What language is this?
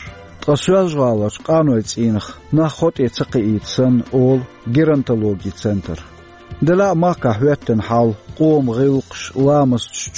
Chechen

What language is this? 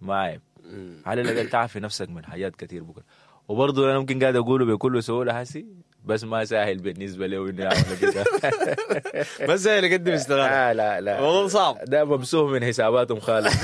Sudanese Arabic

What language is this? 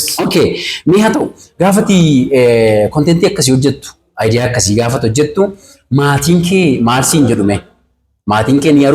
Oromo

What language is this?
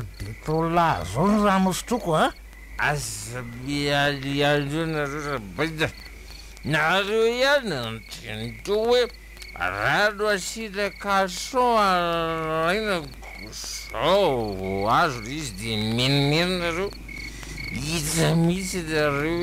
Malagasy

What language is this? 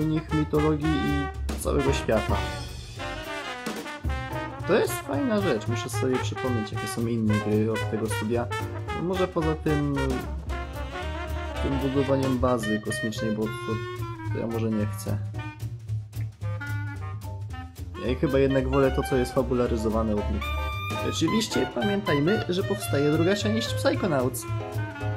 Polish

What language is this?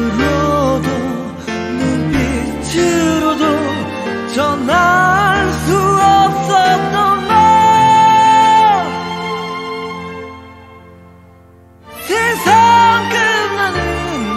Korean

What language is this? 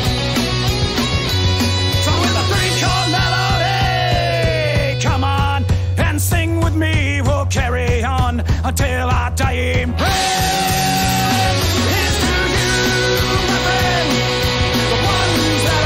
English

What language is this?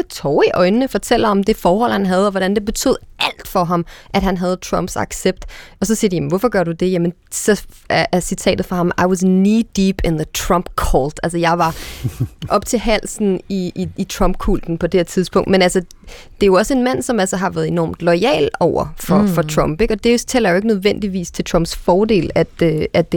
Danish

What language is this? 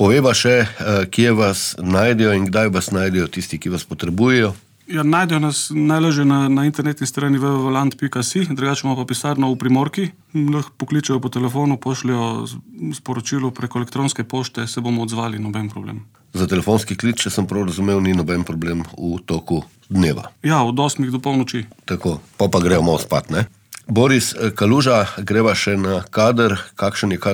Slovenian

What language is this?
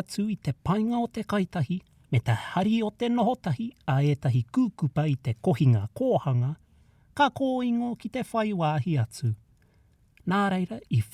Māori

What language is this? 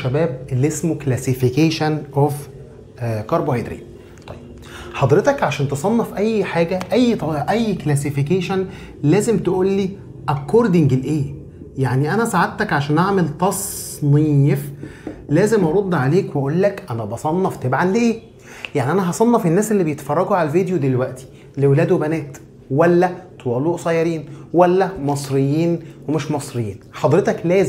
Egyptian Arabic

